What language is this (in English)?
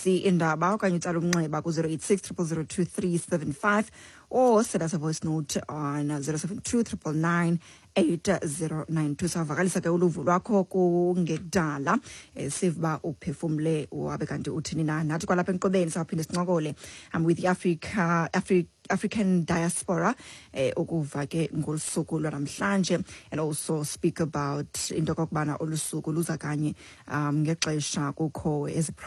Xhosa